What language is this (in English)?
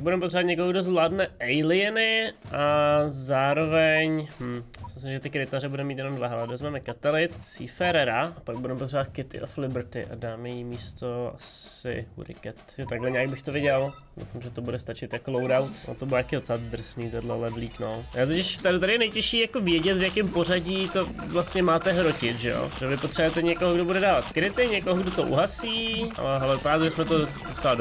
Czech